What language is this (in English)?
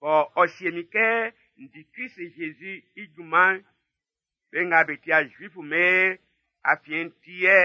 Baoulé